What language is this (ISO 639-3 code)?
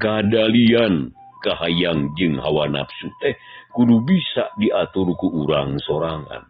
sun